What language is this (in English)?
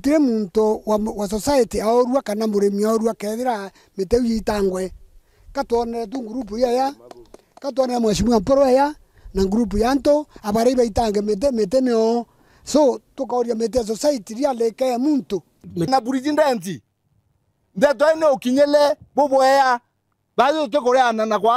Meru